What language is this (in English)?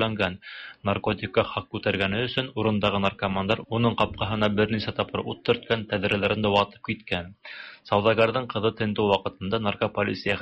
Tatar